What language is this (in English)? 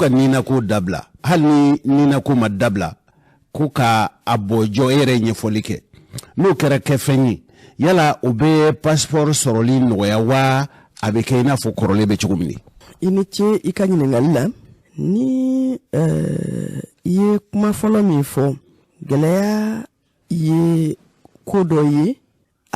Bambara